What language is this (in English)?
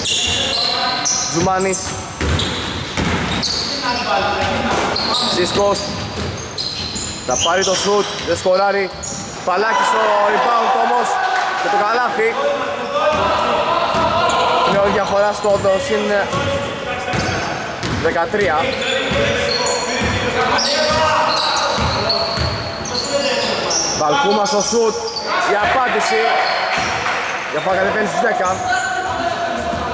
Greek